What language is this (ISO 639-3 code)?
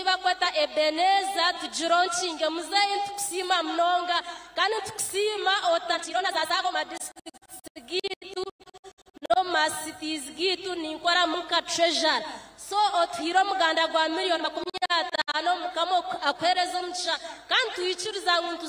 nyn